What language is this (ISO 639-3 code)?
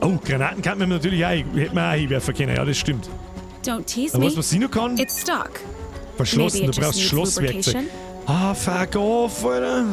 bar